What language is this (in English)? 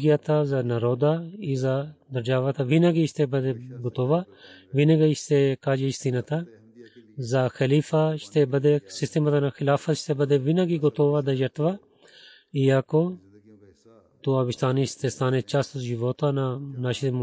Bulgarian